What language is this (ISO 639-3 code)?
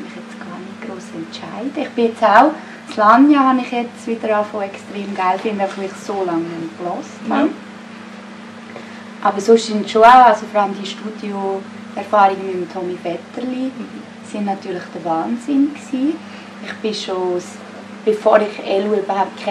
deu